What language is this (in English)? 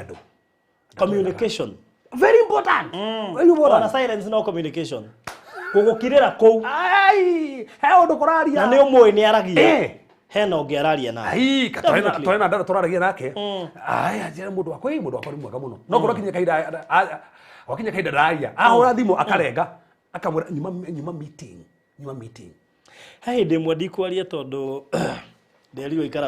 Kikuyu